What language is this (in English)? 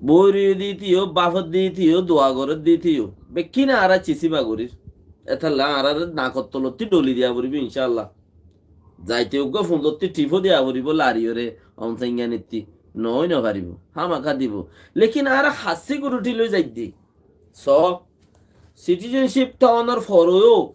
Rohingya